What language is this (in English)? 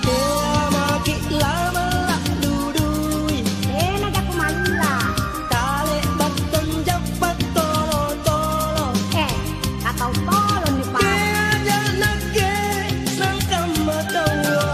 Makasar